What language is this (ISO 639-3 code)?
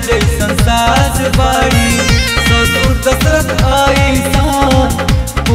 bho